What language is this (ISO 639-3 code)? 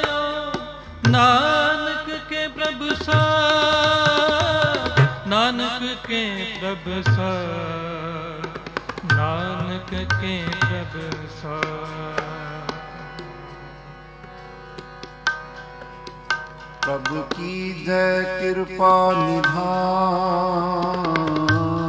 pan